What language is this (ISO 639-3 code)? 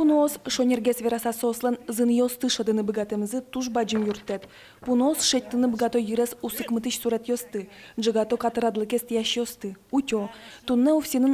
udm